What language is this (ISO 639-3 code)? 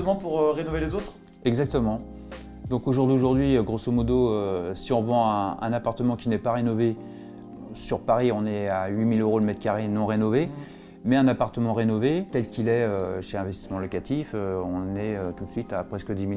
fra